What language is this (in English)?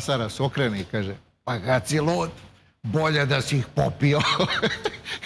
Serbian